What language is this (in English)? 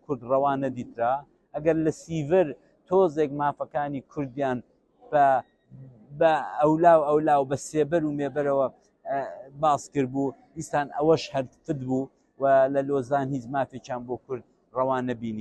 Central Kurdish